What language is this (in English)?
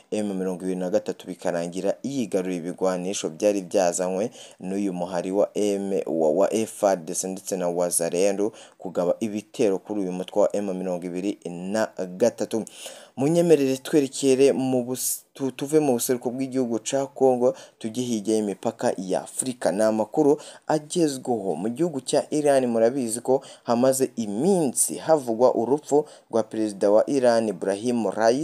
Rundi